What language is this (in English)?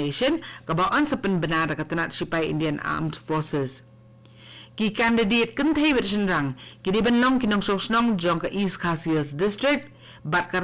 Khasi